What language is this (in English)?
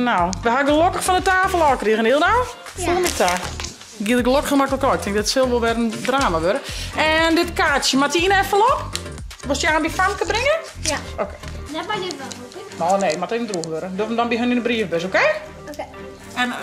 Western Frisian